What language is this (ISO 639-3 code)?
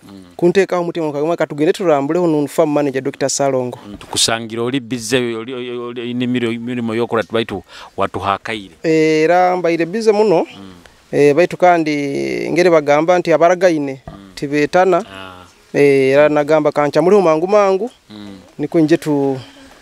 nyo